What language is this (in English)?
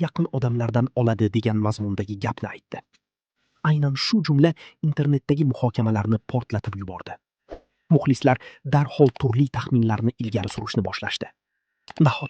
Uzbek